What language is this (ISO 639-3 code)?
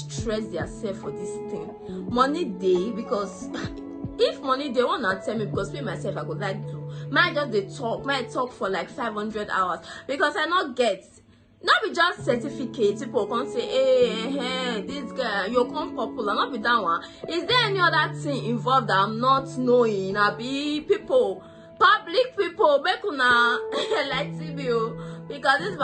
pcm